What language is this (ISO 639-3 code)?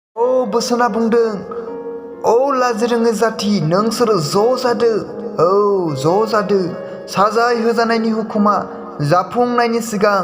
brx